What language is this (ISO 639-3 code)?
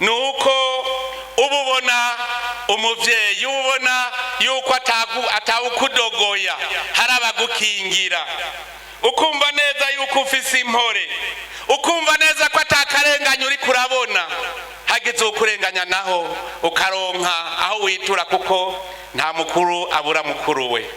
run